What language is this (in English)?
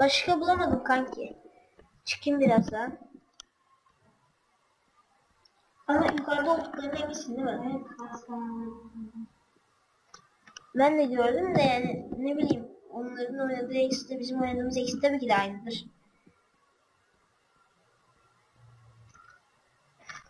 Turkish